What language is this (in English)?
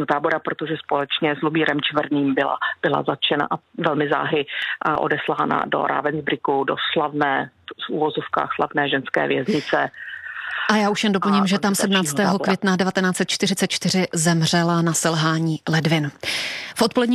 Czech